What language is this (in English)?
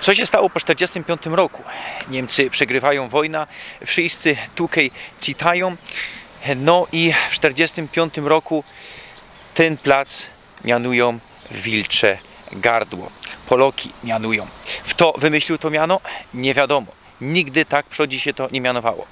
Silesian